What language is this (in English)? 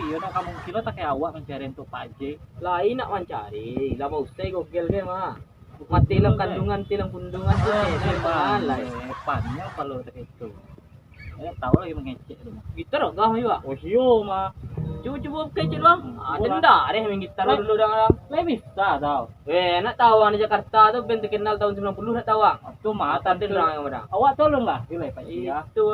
Minangkabau